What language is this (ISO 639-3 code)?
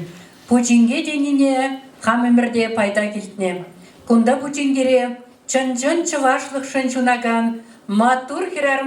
chv